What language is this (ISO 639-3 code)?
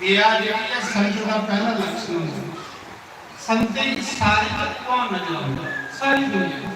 doi